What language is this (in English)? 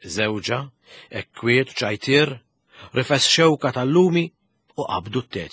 Maltese